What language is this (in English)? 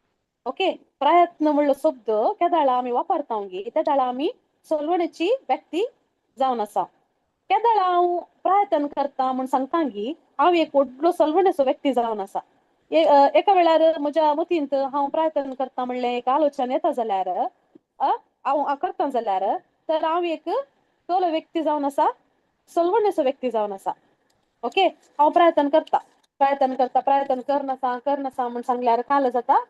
Konkani